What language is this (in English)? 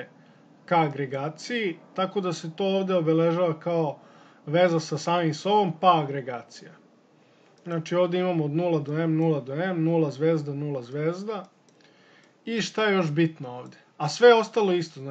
Serbian